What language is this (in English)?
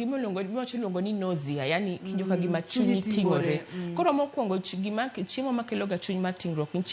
Luo (Kenya and Tanzania)